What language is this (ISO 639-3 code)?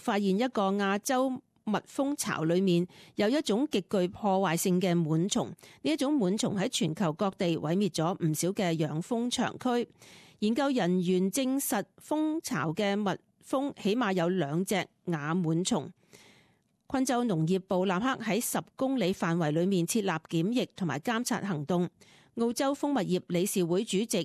yue